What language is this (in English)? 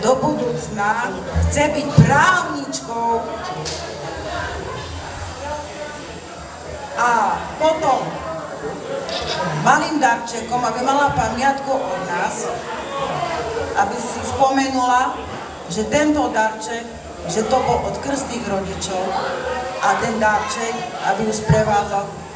Slovak